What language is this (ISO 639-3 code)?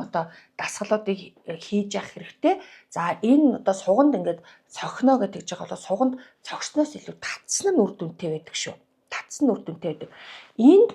mon